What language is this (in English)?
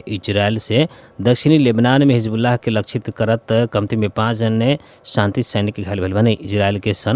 Bhojpuri